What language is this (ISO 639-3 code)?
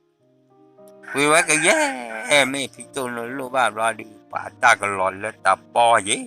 ksw